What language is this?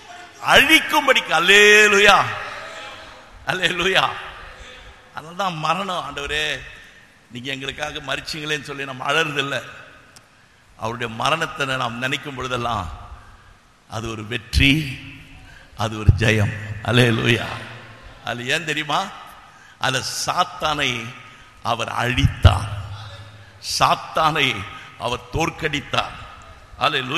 Tamil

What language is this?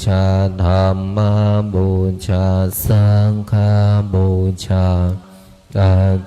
Pali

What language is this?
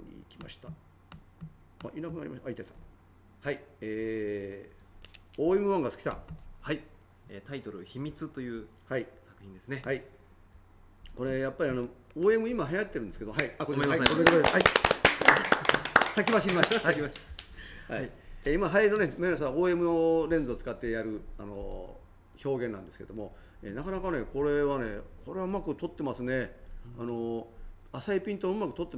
Japanese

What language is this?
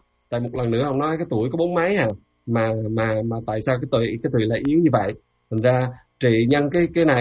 Vietnamese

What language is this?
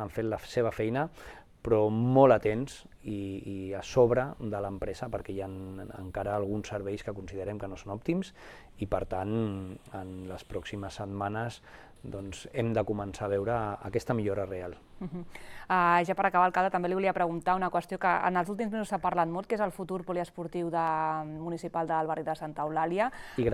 Catalan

